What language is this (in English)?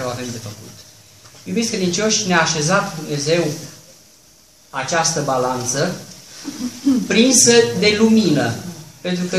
Romanian